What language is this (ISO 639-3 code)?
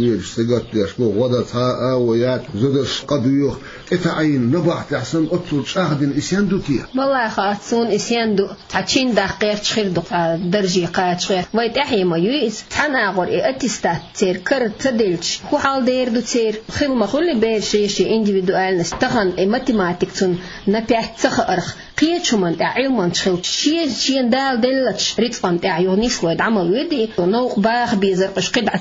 che